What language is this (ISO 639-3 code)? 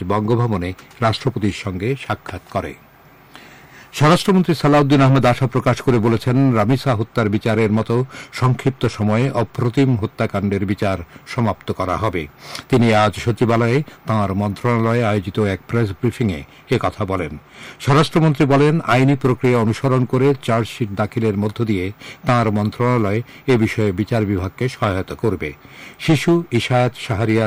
ben